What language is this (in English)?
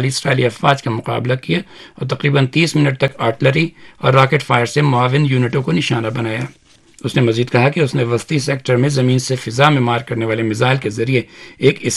Urdu